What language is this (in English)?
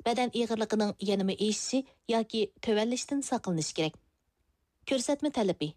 Uyghur